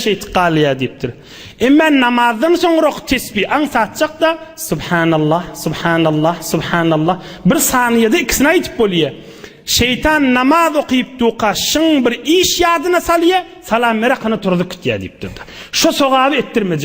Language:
Turkmen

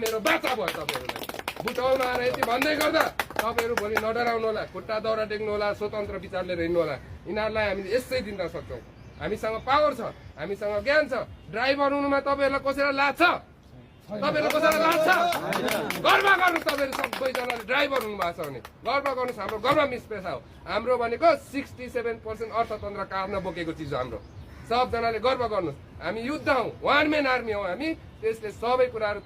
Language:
Nepali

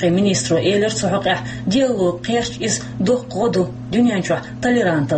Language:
Chechen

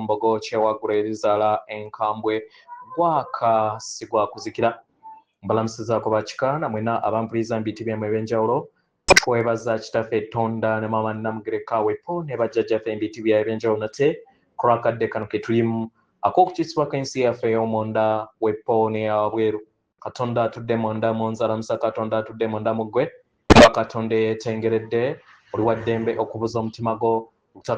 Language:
Ganda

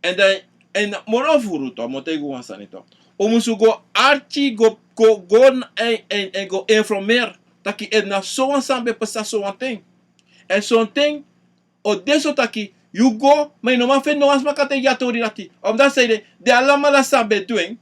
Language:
Sranan Tongo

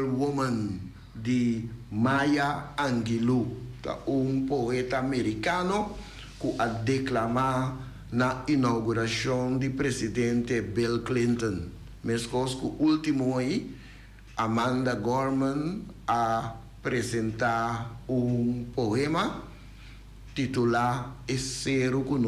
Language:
Papiamento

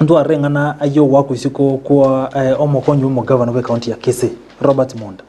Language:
Gusii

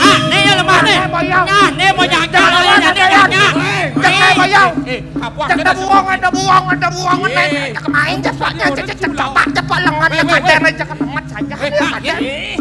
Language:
Balinese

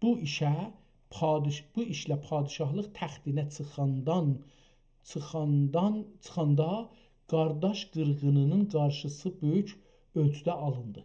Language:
South Azerbaijani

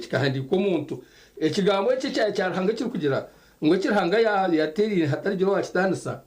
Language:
Nyankole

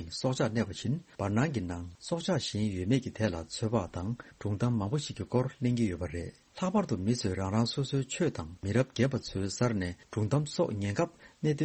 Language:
Tibetan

